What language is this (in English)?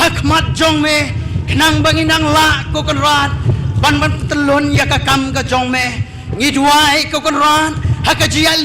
Khasi